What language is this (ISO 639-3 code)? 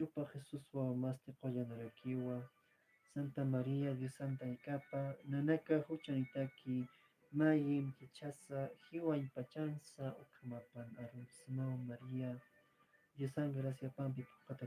aym